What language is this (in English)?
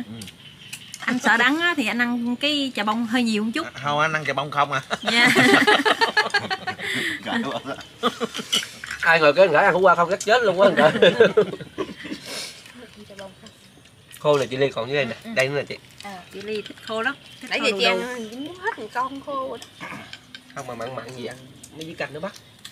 Vietnamese